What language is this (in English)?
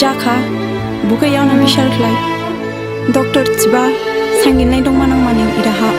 Dimasa